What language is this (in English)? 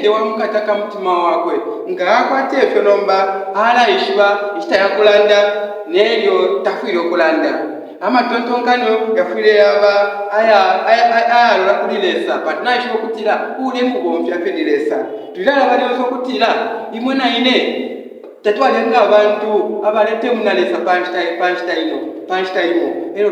Bemba